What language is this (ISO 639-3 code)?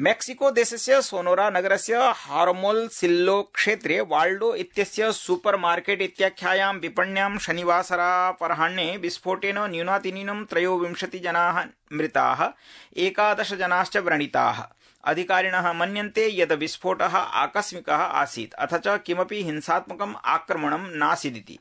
san